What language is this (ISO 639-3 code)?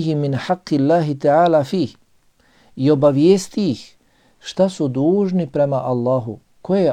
bos